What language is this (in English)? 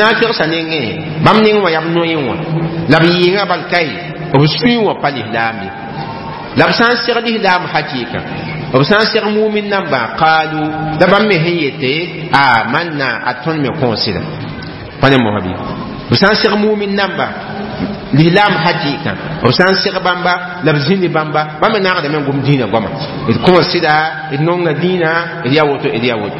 Mossi